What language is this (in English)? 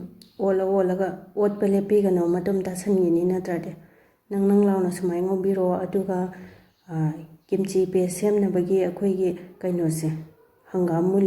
Manipuri